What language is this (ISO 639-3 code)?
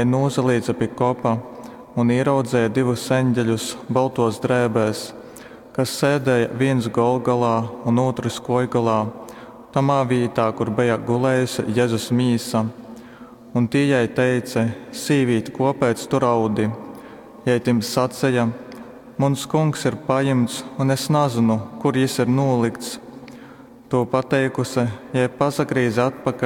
ltg